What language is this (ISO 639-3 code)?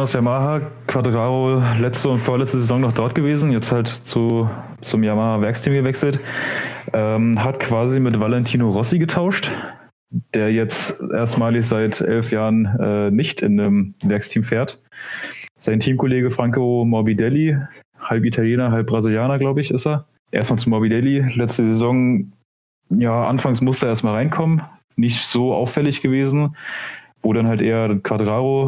deu